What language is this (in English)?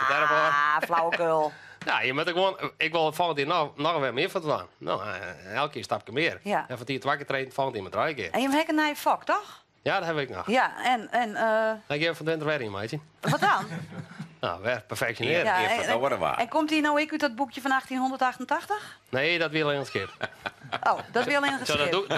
Western Frisian